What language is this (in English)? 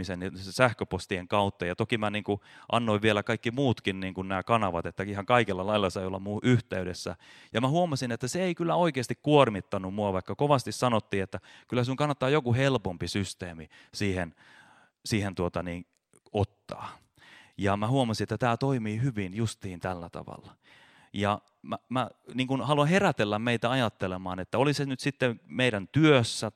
Finnish